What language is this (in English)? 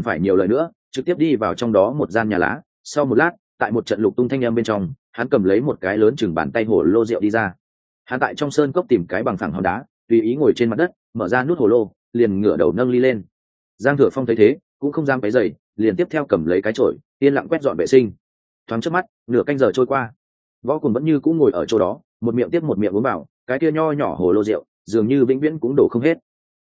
Vietnamese